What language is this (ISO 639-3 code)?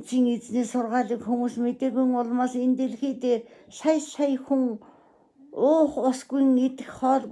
mon